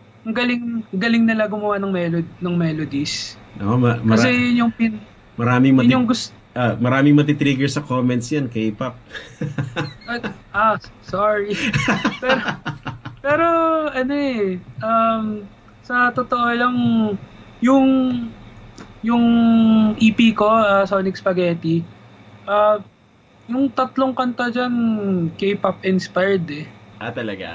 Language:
Filipino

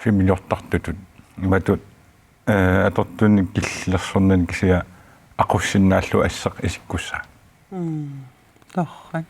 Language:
Kalaallisut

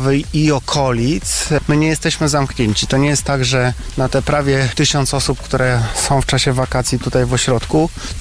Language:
Polish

